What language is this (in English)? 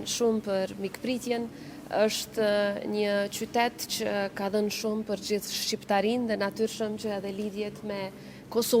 Albanian